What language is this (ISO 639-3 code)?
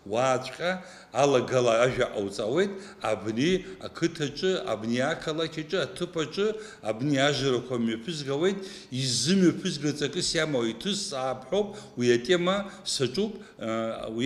abk